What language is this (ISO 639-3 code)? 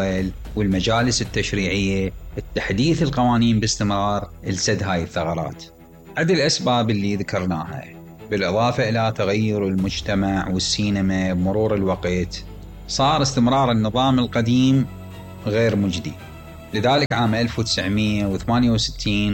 acm